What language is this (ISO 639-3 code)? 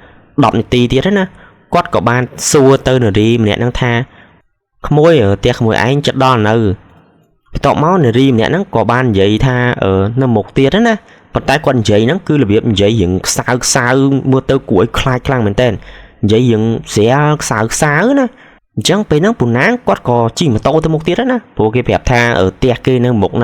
khm